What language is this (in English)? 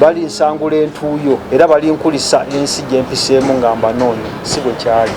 Ganda